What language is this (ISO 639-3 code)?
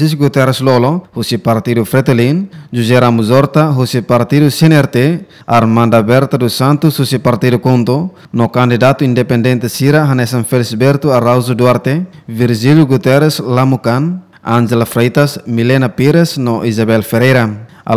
tet